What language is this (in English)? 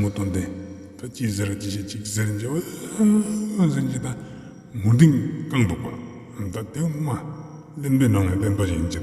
Ladakhi